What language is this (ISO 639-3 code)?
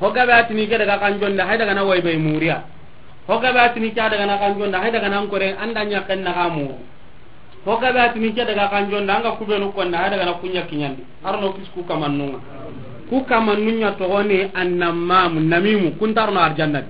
snk